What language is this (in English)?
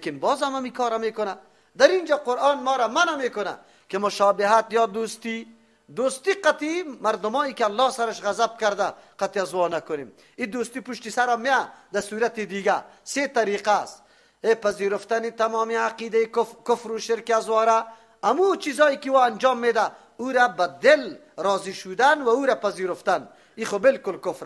Persian